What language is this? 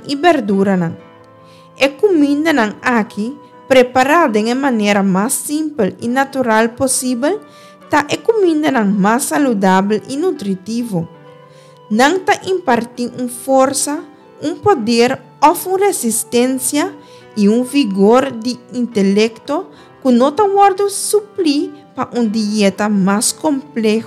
Papiamento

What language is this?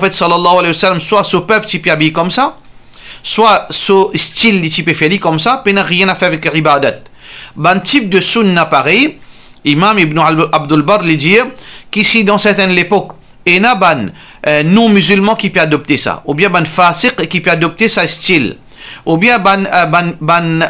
Morisyen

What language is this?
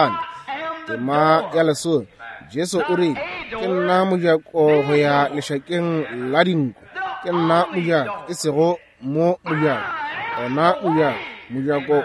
Northern Sotho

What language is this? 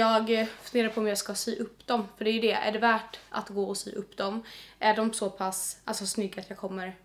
Swedish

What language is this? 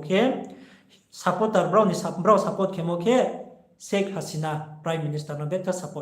Riang (India)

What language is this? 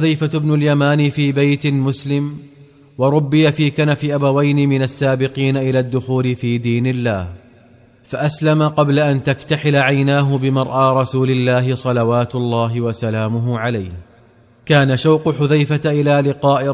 Arabic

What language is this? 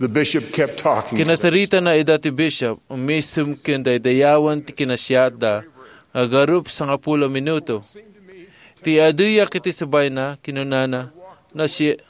Iloko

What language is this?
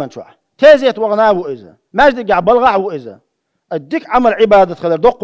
Chechen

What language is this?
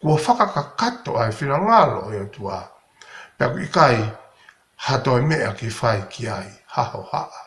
Tongan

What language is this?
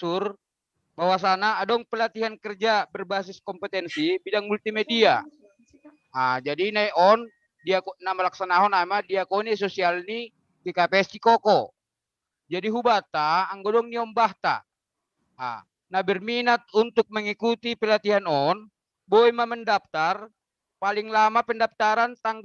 Batak Simalungun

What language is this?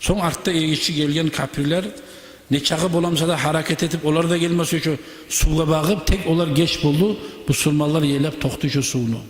Kumyk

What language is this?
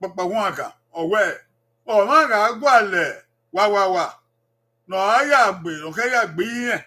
Bini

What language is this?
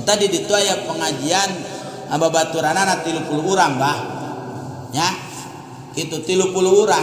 Sundanese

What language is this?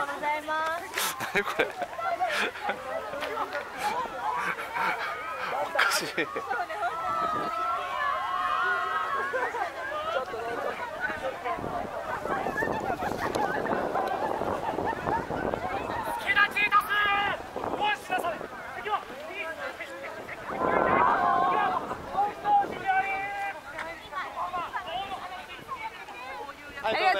Japanese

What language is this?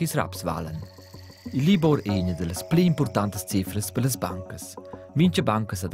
Romansh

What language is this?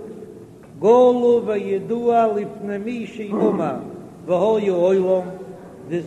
Yiddish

